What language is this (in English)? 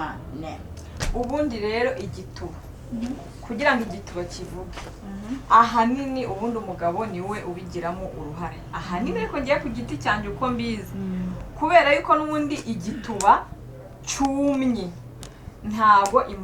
Kinyarwanda